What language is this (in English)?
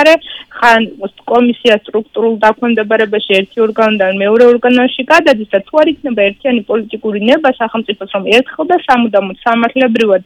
Georgian